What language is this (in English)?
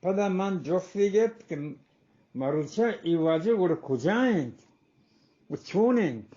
Eastern Balochi